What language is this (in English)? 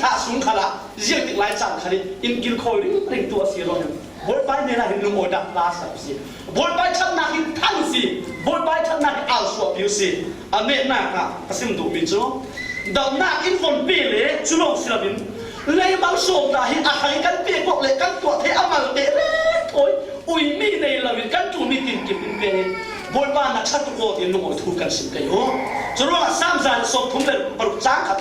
Falam Chin